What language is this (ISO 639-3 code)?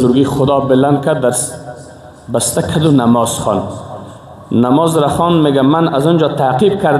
fas